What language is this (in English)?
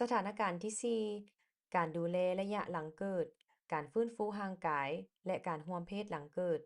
Lao